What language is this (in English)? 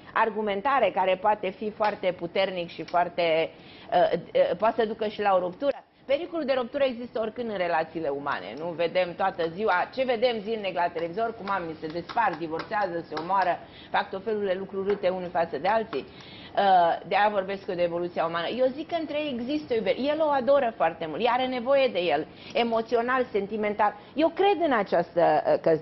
Romanian